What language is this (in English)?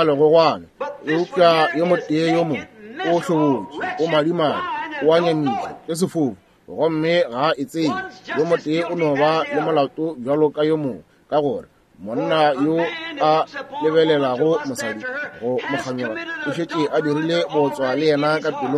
Northern Sotho